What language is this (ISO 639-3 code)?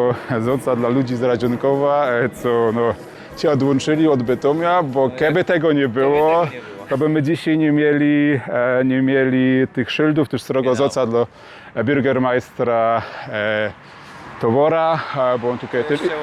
szl